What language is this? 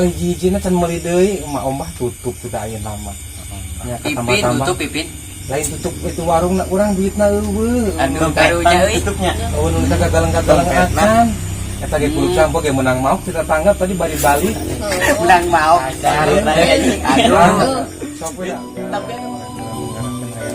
Sundanese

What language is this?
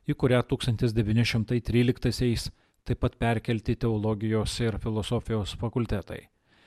Lithuanian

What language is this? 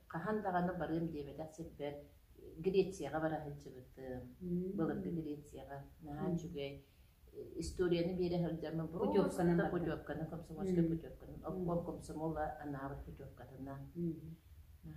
Yakut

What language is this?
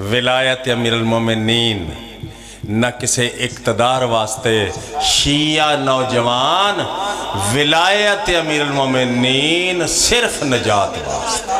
Pahari-Potwari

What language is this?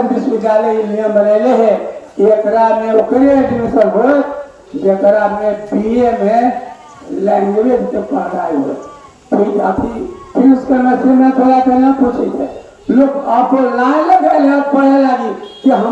Magahi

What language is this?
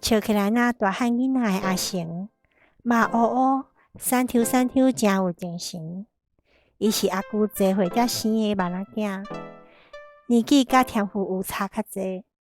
Min Nan Chinese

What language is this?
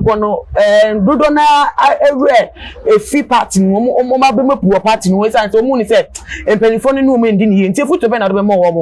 Akan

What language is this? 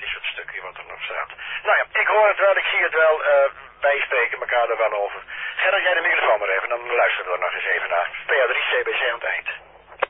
Dutch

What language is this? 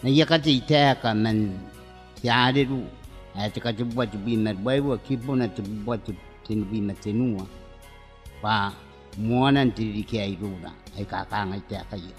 Gilbertese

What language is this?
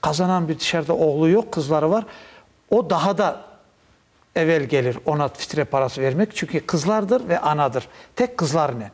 Crimean Tatar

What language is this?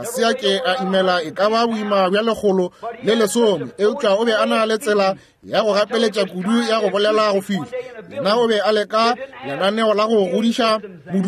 Northern Sotho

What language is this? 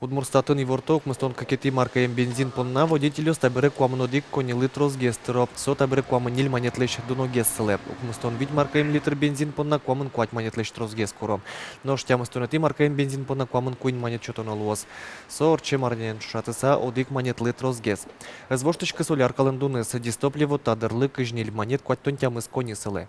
Udmurt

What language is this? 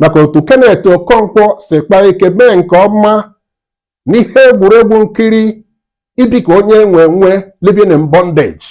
Igbo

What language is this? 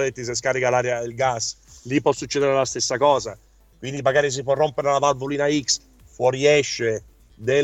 Italian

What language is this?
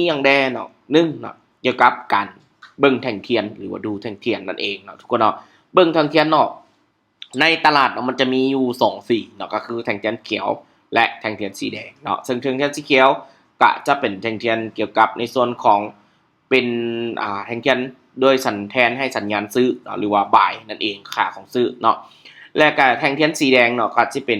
Lao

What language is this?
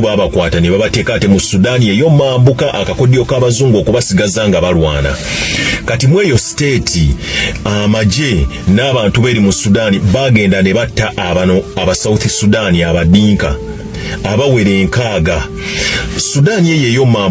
Ganda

